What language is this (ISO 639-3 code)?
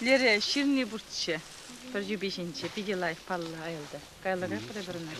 chv